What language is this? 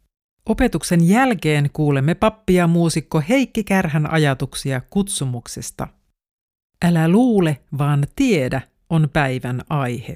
Finnish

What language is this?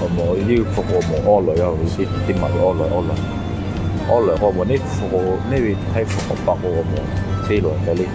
Lahu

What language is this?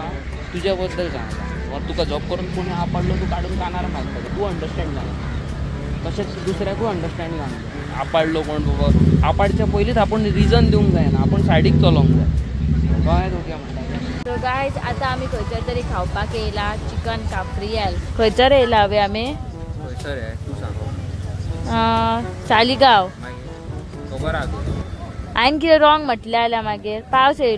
Konkani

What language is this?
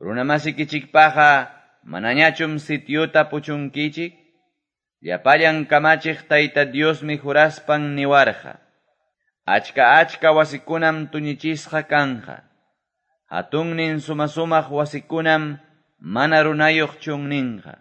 Quechua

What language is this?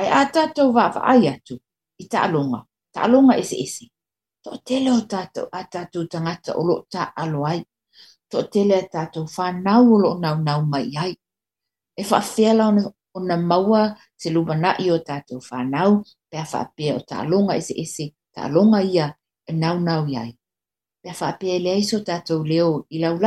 Samoan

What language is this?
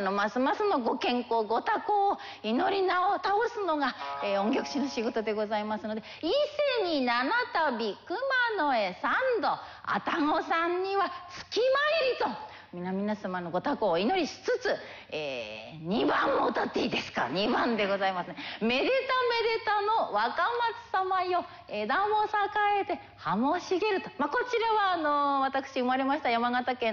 Japanese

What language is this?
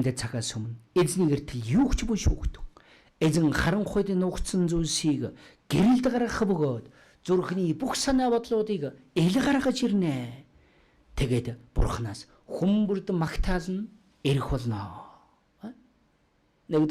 Mongolian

